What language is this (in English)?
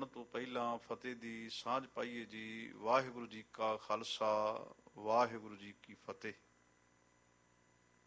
Punjabi